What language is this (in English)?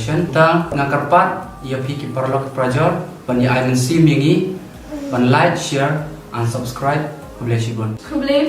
Khasi